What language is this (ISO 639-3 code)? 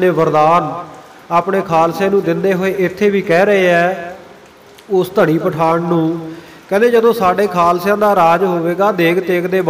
pan